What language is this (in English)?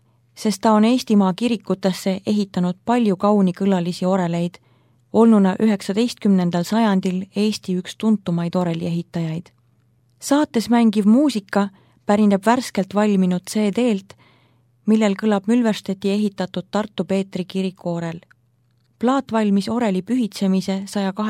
Estonian